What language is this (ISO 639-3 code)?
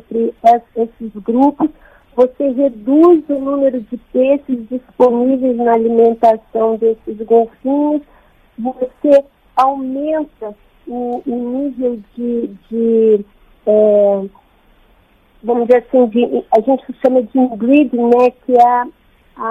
por